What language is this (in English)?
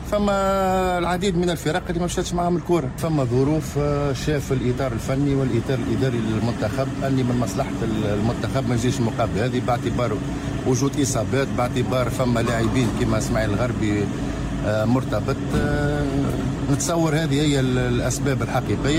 Tunisian Arabic